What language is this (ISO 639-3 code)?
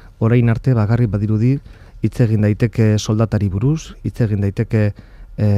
eus